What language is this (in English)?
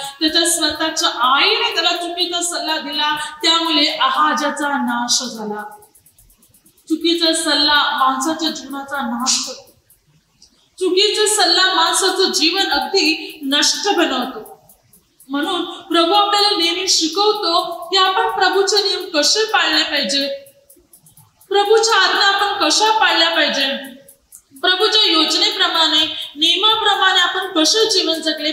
Marathi